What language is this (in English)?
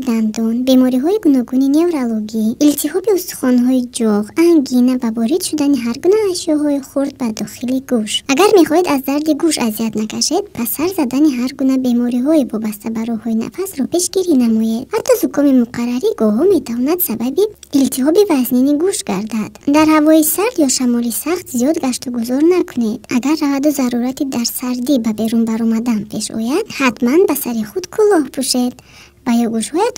Tajik